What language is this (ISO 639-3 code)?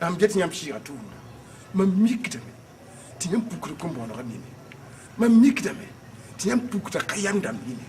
mos